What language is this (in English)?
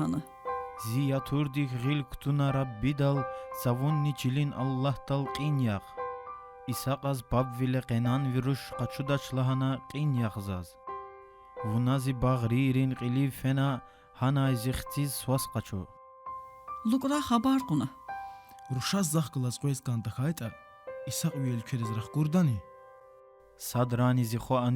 Lezghian